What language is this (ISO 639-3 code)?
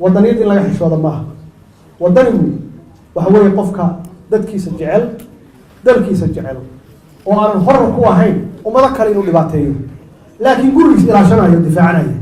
som